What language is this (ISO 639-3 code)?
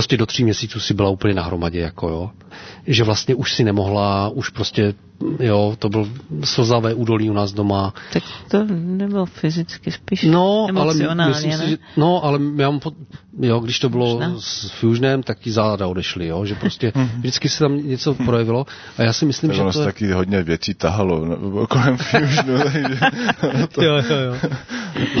ces